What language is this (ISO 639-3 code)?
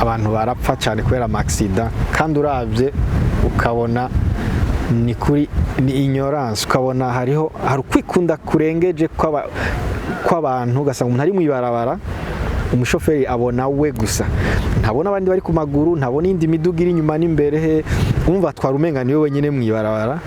run